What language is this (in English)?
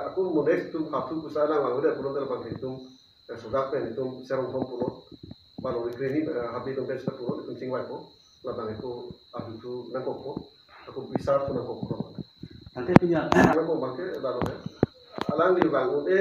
Karbi